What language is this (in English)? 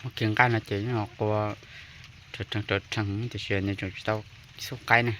Hmong